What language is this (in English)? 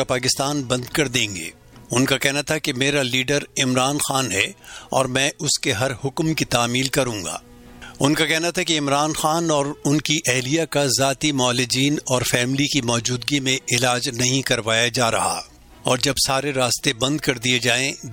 Urdu